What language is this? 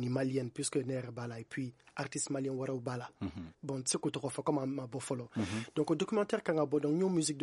Bambara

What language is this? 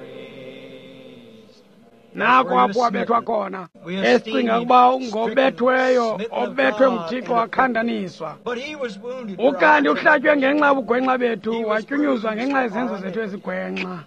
Xhosa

